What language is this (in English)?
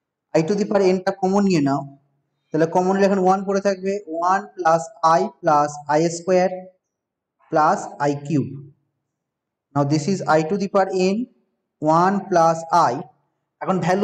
Bangla